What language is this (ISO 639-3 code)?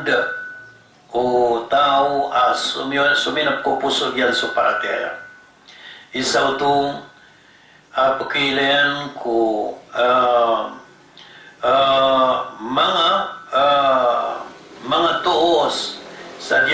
mrw